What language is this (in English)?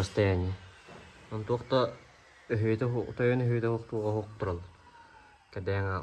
Yakut